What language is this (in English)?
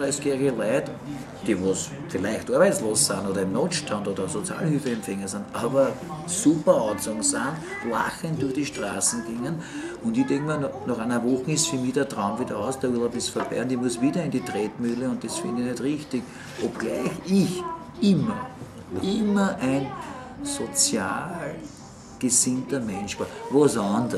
Bavarian